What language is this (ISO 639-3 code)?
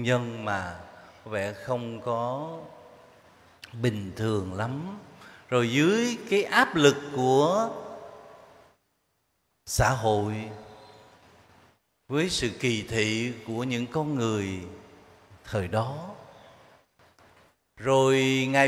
vie